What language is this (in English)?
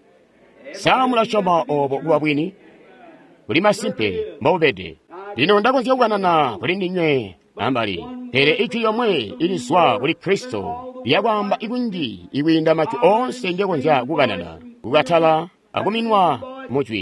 Tonga (Zambia)